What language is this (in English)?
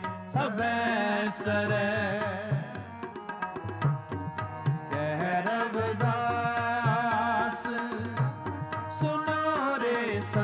Punjabi